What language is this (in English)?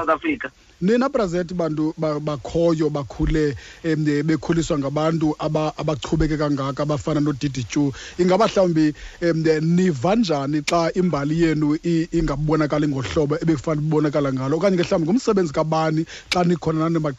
Xhosa